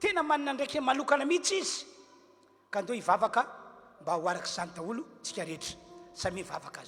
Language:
Malagasy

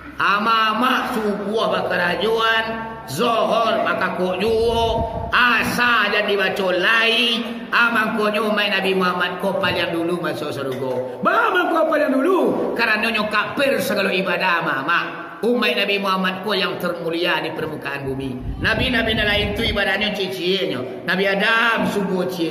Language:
Minangkabau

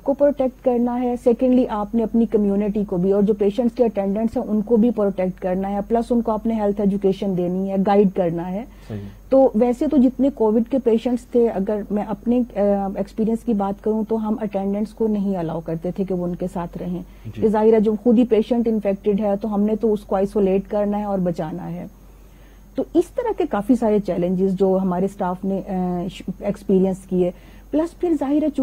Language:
Urdu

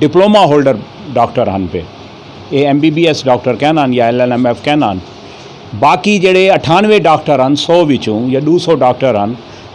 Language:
Saraiki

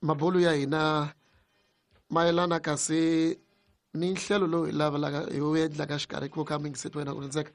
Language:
Tsonga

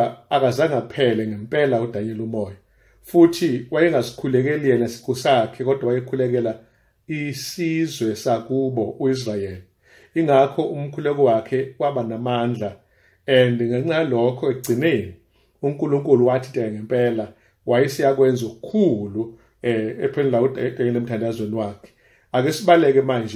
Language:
Zulu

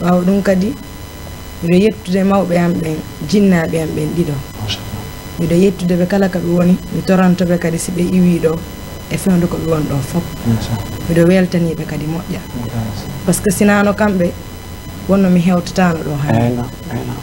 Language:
Fula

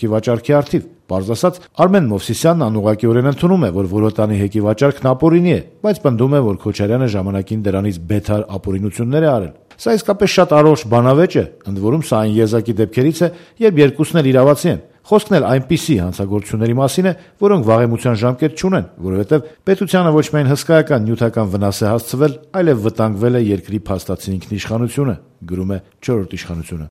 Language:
Armenian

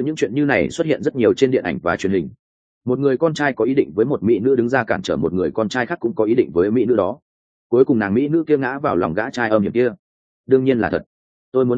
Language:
Vietnamese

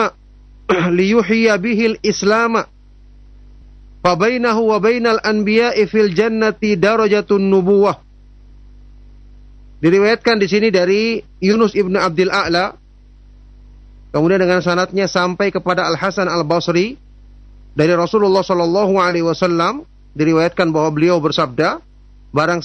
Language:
Indonesian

